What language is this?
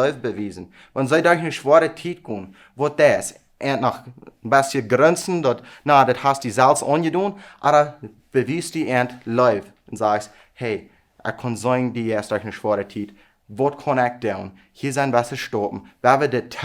Plautdietsch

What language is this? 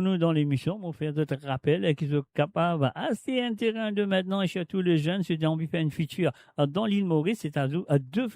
Morisyen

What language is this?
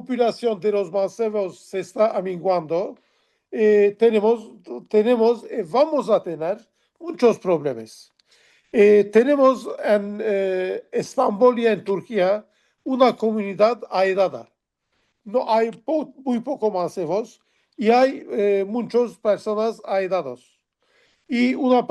Ladino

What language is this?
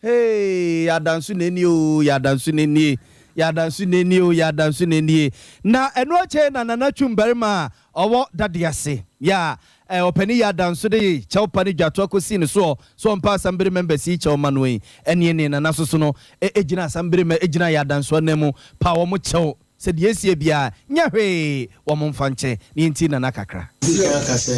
Akan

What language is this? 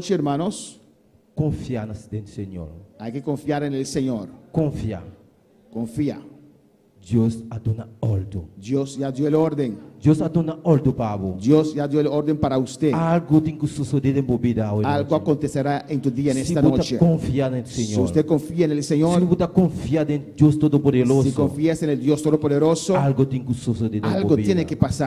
Papiamento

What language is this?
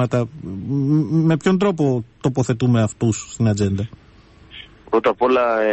Greek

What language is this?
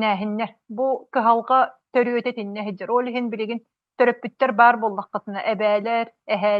Yakut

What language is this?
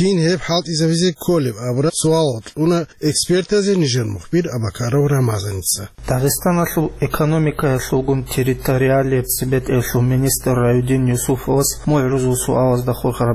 Avaric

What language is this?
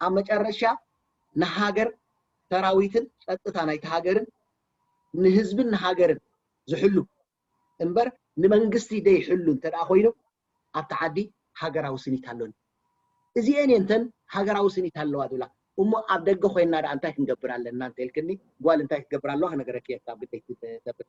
Tigrinya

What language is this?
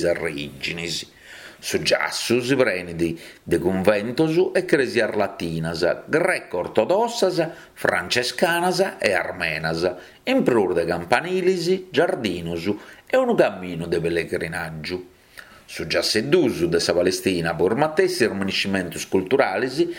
Sardinian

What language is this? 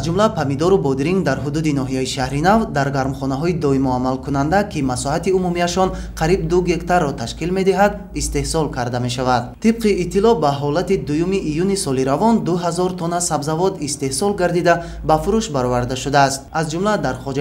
Tajik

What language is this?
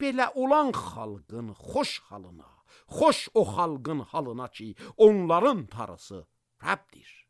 Azerbaijani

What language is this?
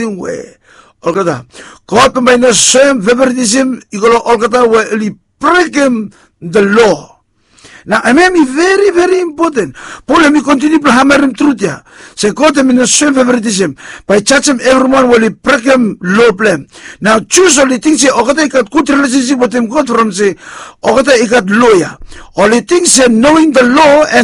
Bislama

